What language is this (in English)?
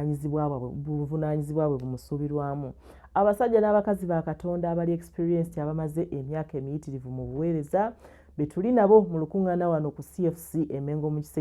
Ganda